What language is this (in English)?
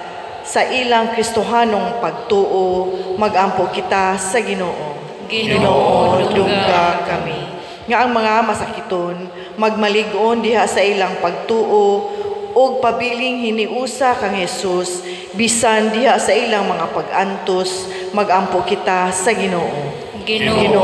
Cebuano